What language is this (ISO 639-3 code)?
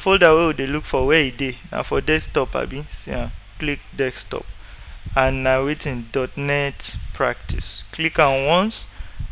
pcm